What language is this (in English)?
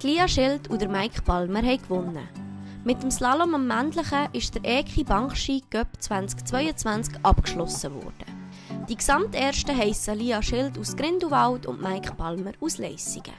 Swiss German